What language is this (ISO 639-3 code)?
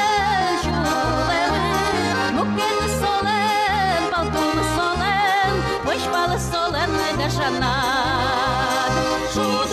udm